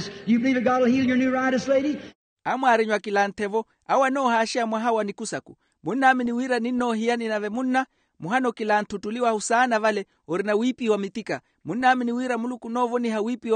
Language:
Makhuwa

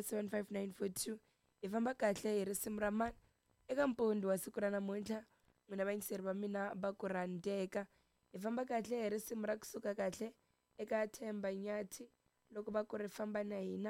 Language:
Tsonga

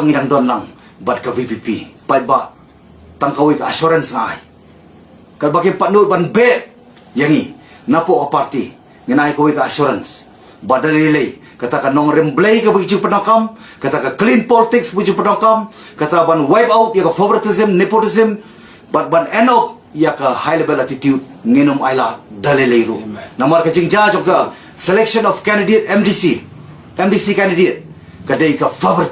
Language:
Khasi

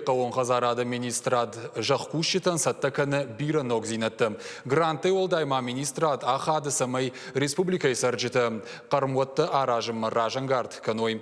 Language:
Ossetic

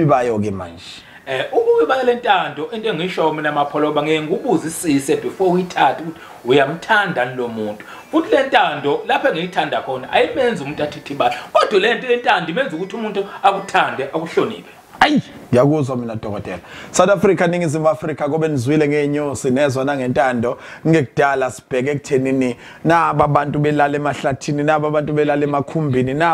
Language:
Zulu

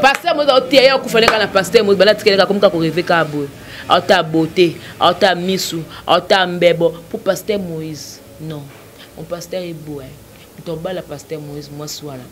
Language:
Lingala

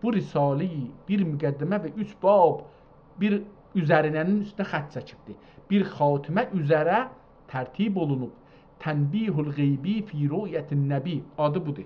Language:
South Azerbaijani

